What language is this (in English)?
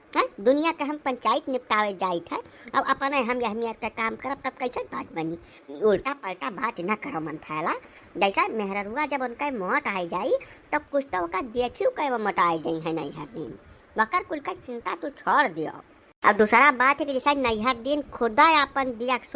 Awadhi